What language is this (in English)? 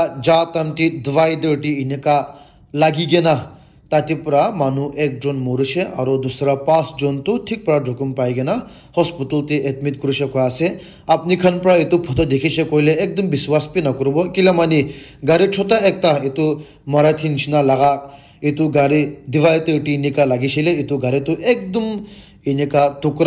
Naga Pidgin